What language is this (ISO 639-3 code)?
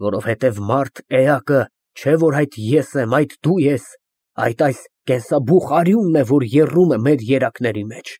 hye